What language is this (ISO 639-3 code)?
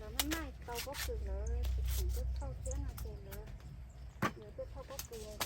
hmn